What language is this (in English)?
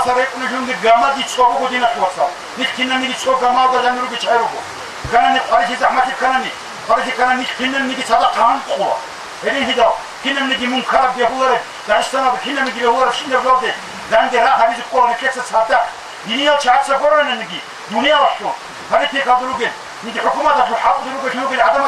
Avaric